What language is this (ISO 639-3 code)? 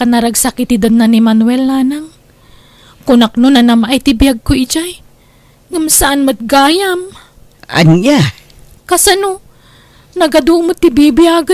ilo